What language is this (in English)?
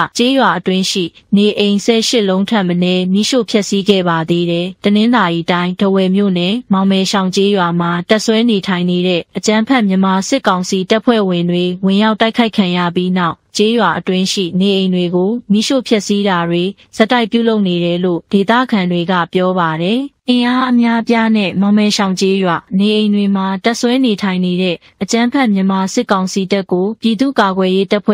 Burmese